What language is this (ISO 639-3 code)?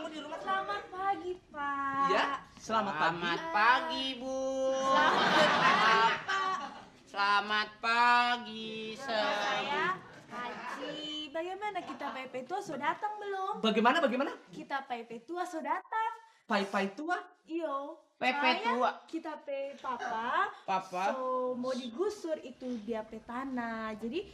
bew